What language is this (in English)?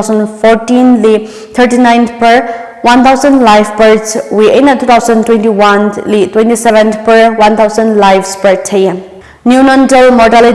Tangkhul Naga (India)